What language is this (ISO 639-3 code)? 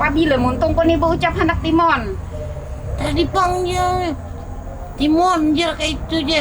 bjn